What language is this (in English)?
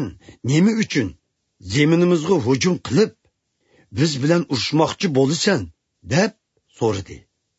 Uyghur